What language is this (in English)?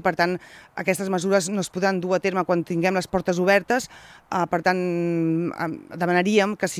Catalan